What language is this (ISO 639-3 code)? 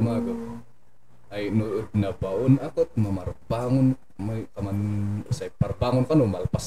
kne